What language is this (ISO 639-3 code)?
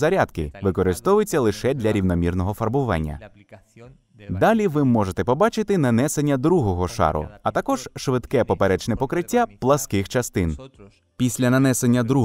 ukr